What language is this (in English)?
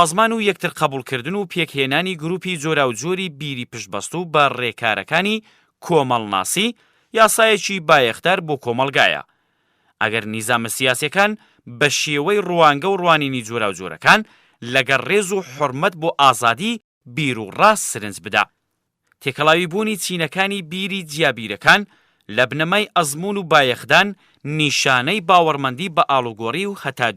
Central Kurdish